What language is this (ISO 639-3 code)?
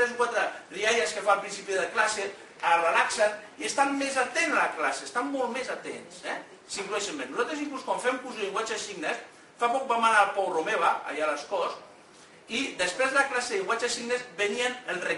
cat